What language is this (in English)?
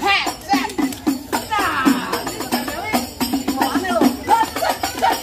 Betawi